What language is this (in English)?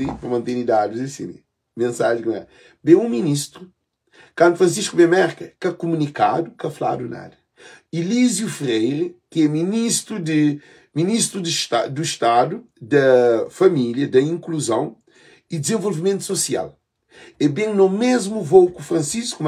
Kabuverdianu